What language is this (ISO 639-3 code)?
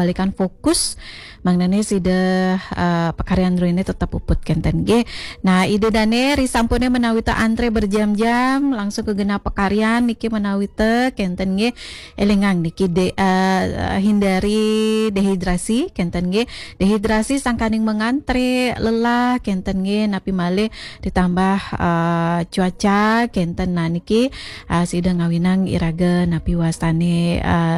ban